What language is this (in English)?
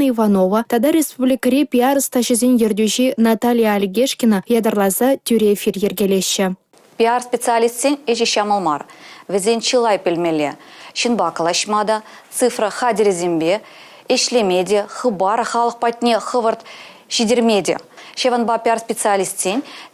Chuvash